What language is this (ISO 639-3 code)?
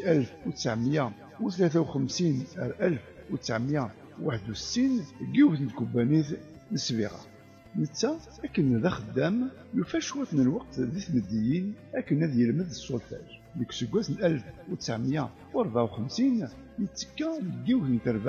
kab